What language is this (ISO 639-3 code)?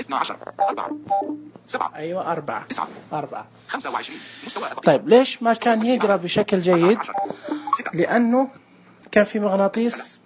ars